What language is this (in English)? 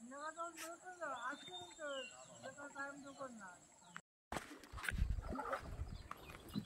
Marathi